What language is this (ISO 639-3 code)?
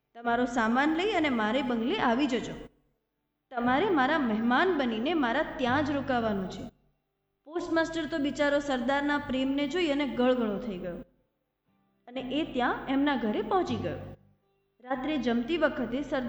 guj